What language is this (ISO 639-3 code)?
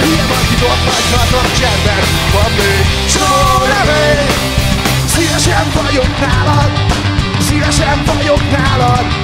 hun